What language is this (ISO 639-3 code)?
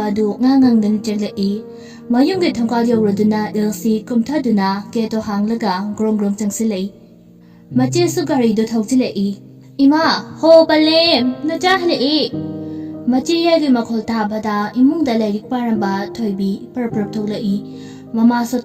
mni